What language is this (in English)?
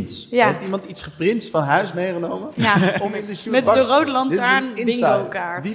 Dutch